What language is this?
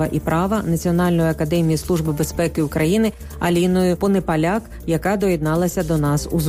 Ukrainian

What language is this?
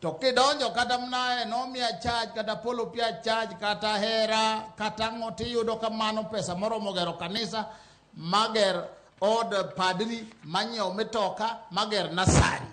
Luo (Kenya and Tanzania)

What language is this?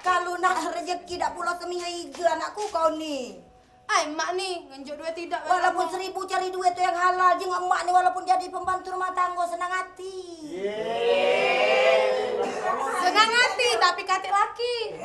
Musi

